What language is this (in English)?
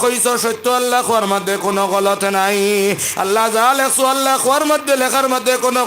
Sylheti